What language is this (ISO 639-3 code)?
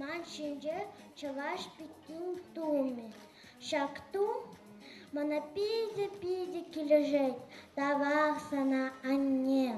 chv